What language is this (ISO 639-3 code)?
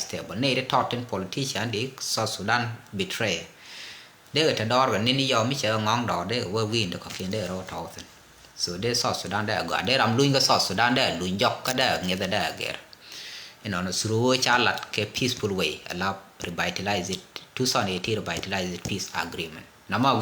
nus